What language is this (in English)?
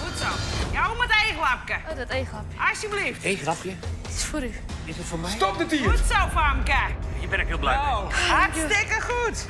Western Frisian